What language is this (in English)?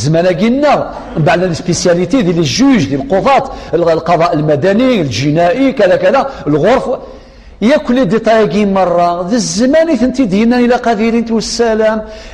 Kabyle